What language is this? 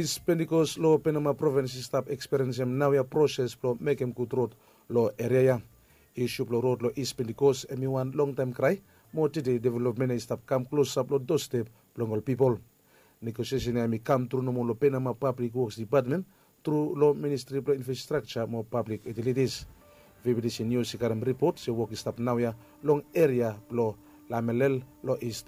Bislama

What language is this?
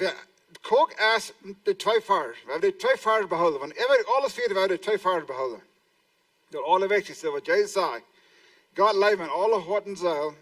Plautdietsch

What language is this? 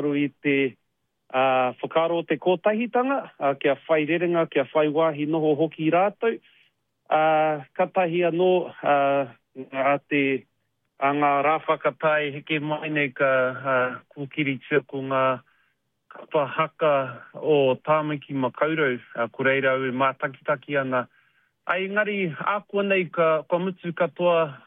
Māori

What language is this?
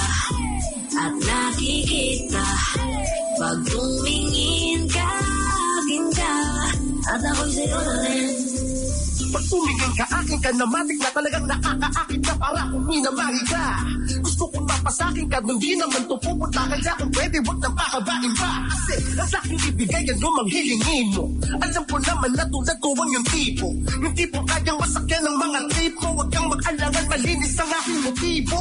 Filipino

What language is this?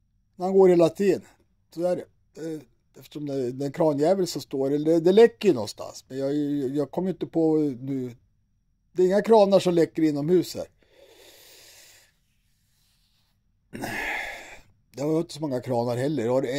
Swedish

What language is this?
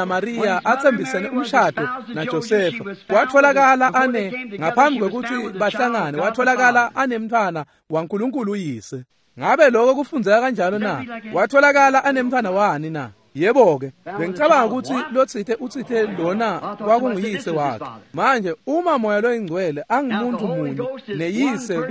Swati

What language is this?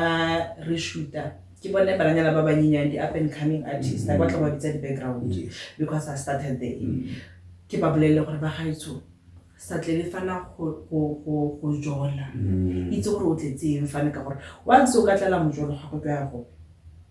Tswana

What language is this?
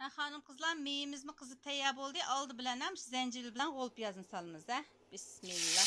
Uyghur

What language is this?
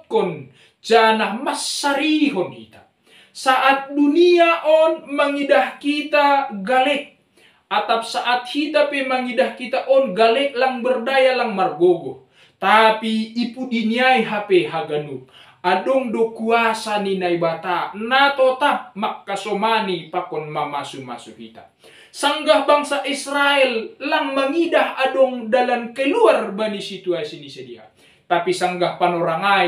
Batak Simalungun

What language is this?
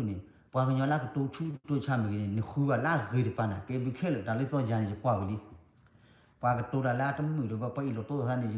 S'gaw Karen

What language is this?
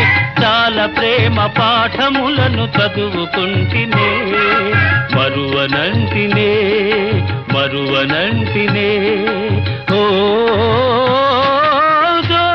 Telugu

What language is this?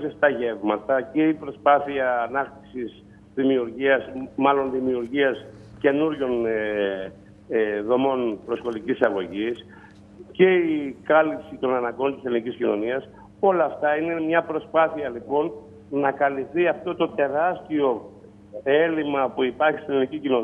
Greek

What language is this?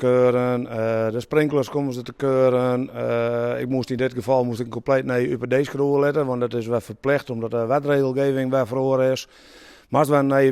Western Frisian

